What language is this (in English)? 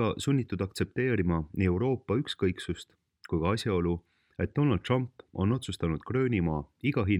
Estonian